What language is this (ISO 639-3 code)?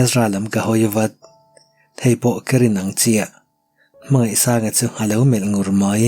lus